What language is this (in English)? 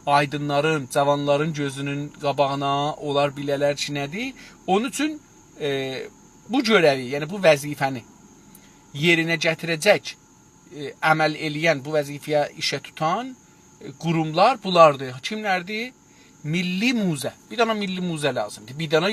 South Azerbaijani